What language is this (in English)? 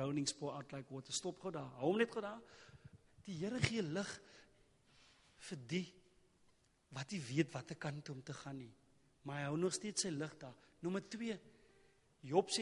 Afrikaans